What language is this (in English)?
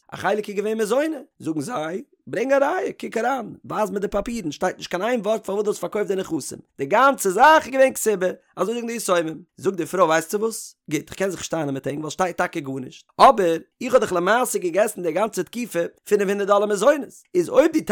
Yiddish